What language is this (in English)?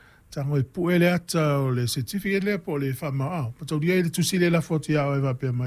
Samoan